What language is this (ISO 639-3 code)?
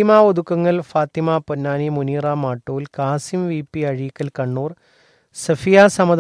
mal